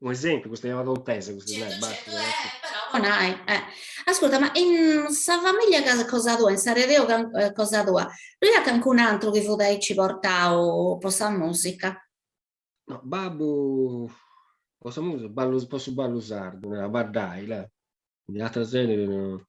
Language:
Sardinian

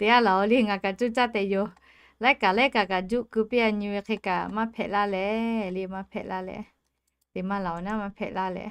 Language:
Lahu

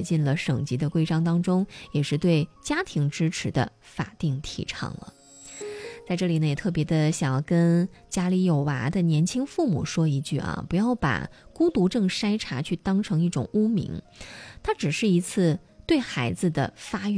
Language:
Chinese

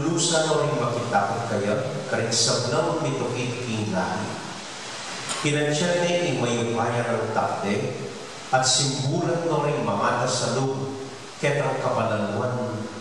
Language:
Pampanga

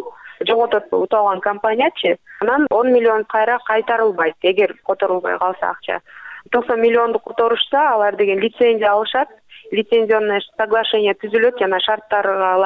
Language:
Kyrgyz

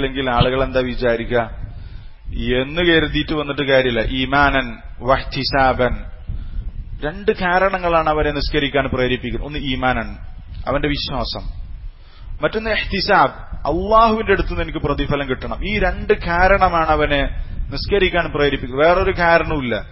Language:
Malayalam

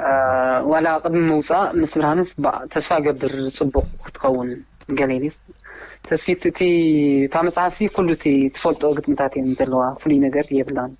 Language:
Tigrinya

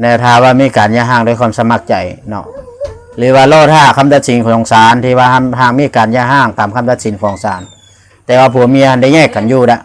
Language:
Lao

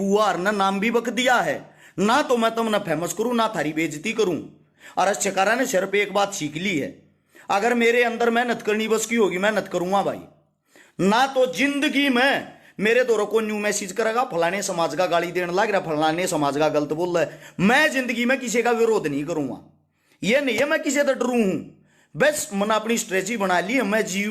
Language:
Haryanvi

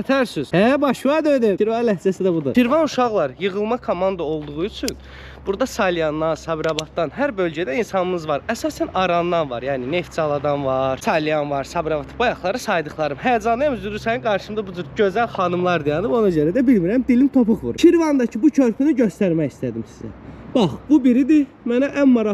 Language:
Azerbaijani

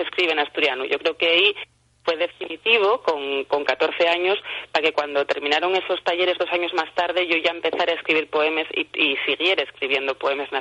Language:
Asturian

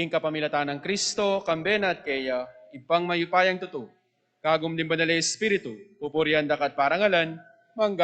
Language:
Pampanga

